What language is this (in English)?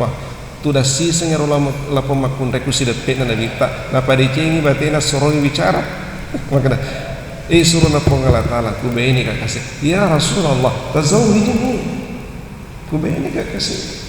Buginese